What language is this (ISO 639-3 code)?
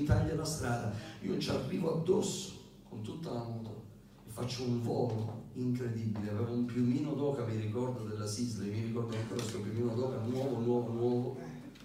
ita